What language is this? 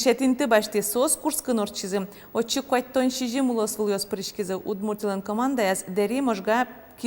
Udmurt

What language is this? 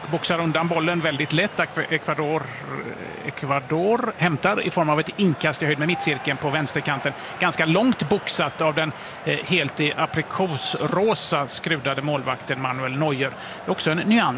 Swedish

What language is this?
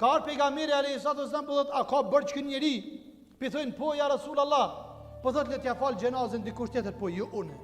Albanian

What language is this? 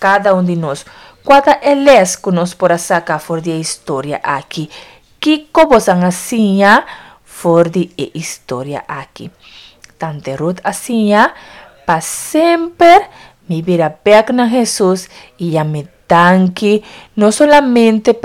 Papiamento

